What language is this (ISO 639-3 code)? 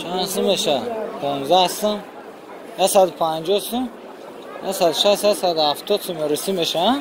tgk